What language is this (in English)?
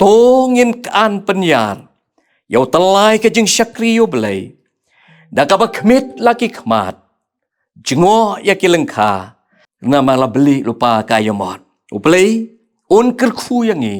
Khasi